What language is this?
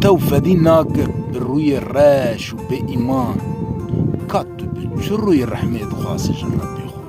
Kurdish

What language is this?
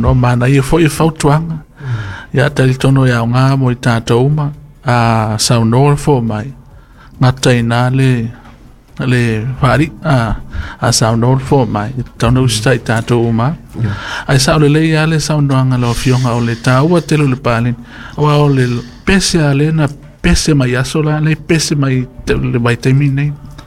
Samoan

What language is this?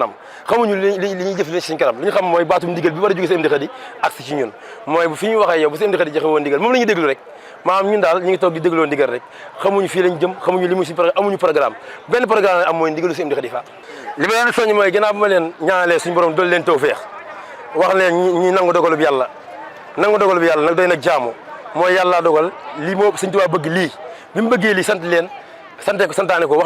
Wolof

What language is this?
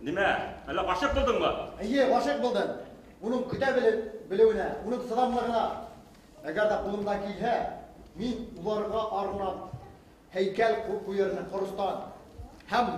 Bashkir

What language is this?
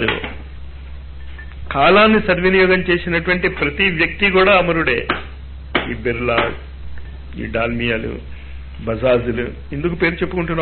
Telugu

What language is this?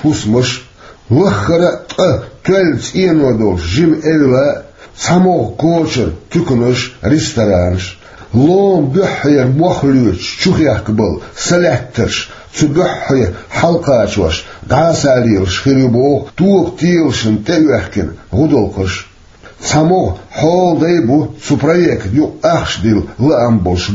Chechen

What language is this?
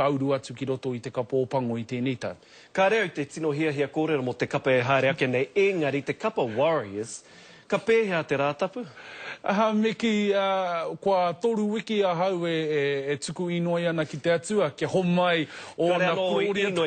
Māori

